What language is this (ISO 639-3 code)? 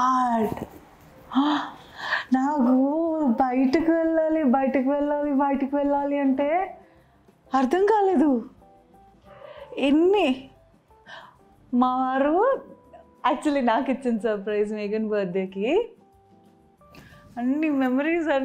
tel